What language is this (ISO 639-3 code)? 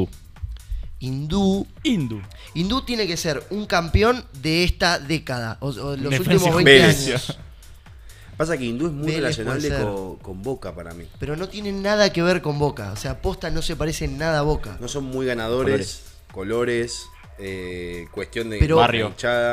spa